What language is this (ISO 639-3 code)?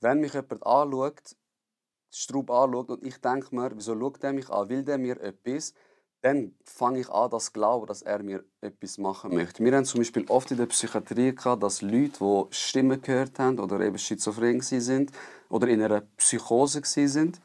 gsw